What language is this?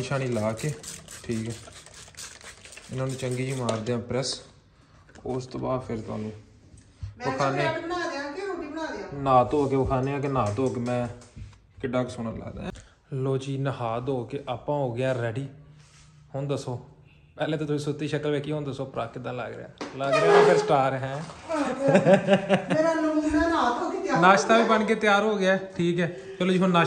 Punjabi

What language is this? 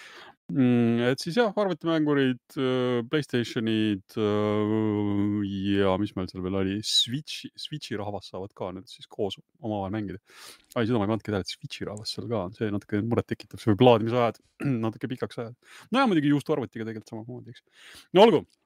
Estonian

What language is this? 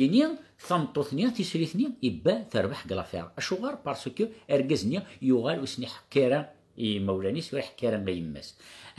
Kabyle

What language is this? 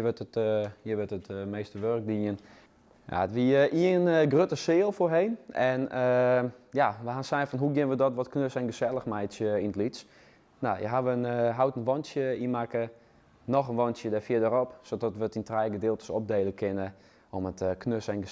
Western Frisian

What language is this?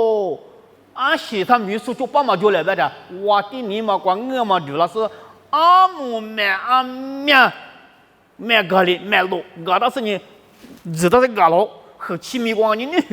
Lisu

